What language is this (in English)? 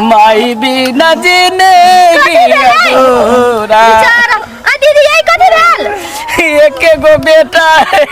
Maithili